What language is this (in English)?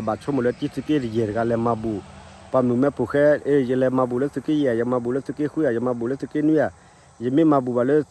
S'gaw Karen